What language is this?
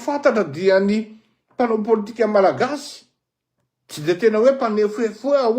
Malagasy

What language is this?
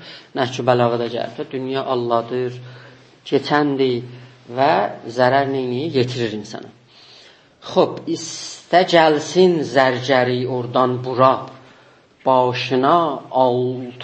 South Azerbaijani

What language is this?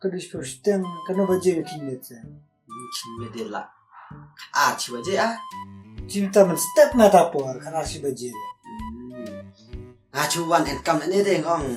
Khasi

